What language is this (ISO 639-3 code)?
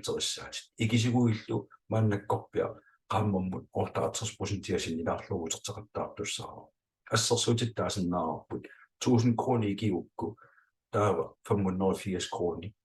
kal